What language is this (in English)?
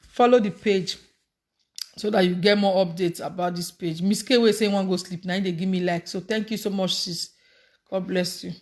Nigerian Pidgin